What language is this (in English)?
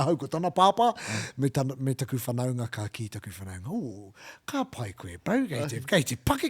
Māori